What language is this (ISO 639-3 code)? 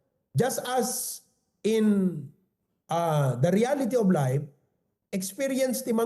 ilo